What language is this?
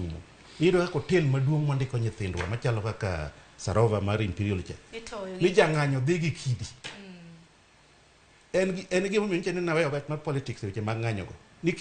Luo (Kenya and Tanzania)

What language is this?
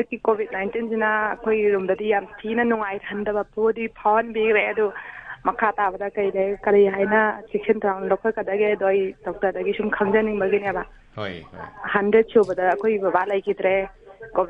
Manipuri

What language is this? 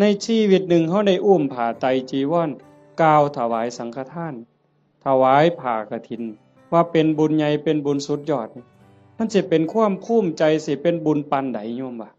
Northeastern Thai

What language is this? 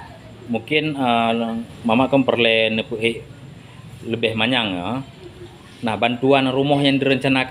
Achinese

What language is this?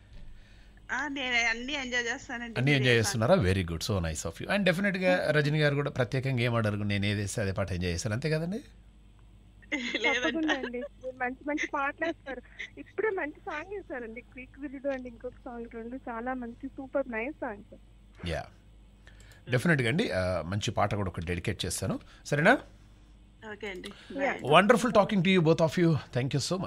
Telugu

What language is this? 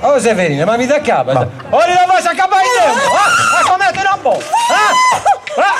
Sardinian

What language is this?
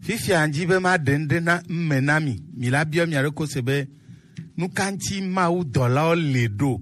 Gen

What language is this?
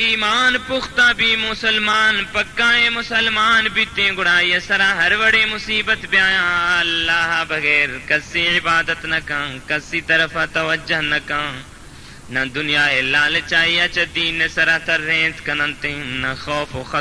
Baluchi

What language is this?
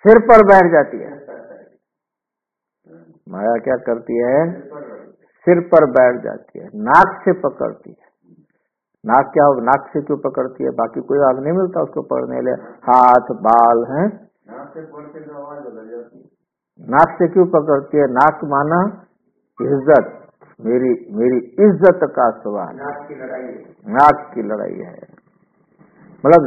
Hindi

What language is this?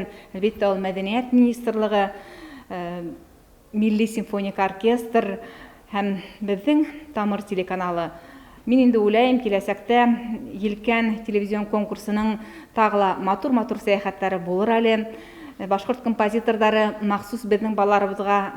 Bashkir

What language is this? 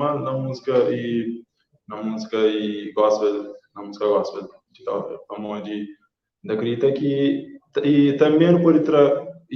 Kabuverdianu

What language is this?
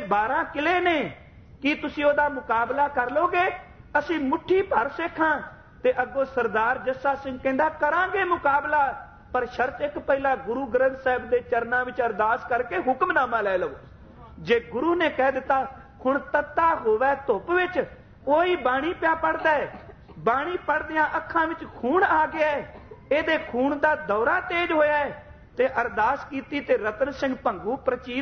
Punjabi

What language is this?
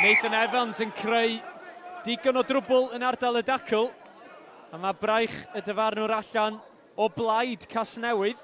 Welsh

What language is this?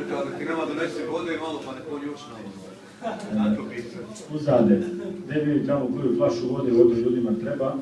Bosnian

